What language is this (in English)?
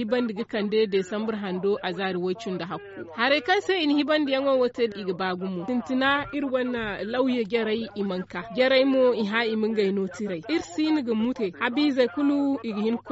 Zarma